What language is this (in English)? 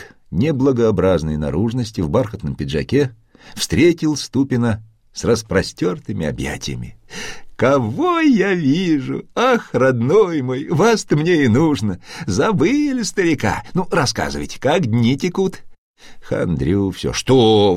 Russian